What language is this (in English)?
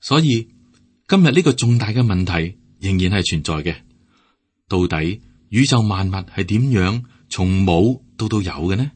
Cantonese